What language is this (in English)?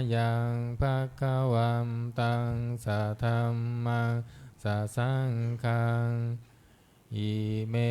Pali